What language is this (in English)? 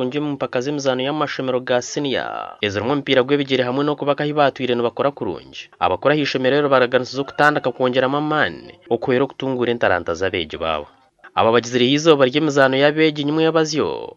Nyankole